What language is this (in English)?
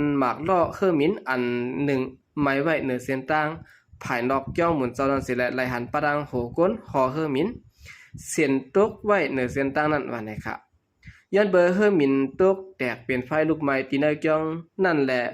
Shan